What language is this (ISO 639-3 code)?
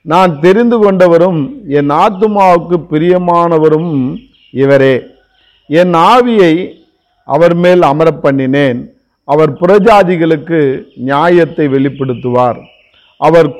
tam